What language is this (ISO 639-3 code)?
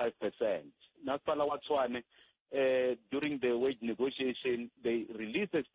tso